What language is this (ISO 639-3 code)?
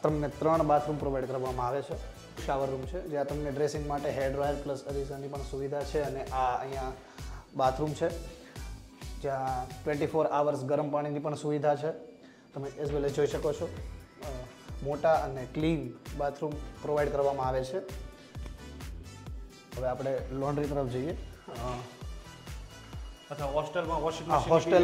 guj